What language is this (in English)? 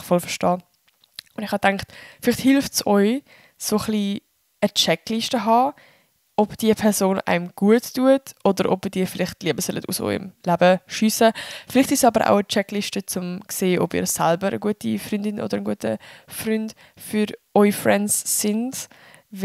Swiss German